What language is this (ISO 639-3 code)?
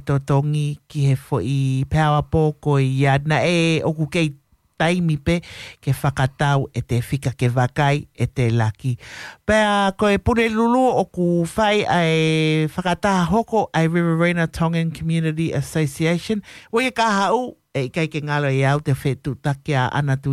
ton